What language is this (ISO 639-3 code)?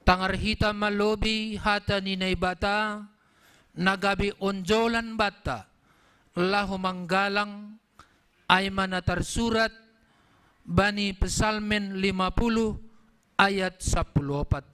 bts